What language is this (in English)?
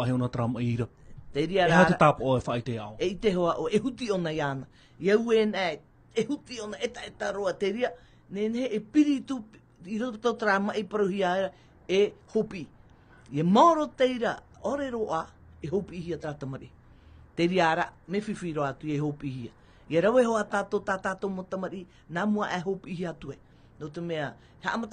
Tahitian